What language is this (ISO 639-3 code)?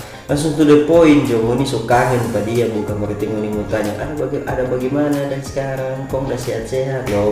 xmm